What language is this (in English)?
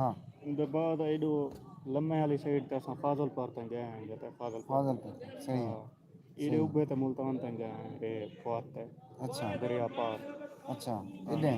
Saraiki